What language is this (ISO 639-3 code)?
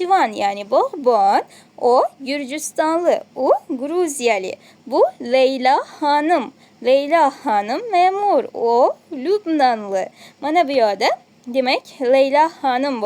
uzb